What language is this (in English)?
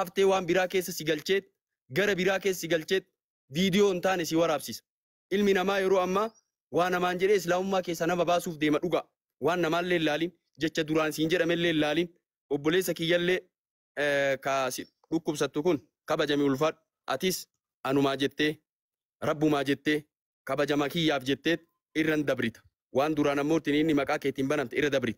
Oromo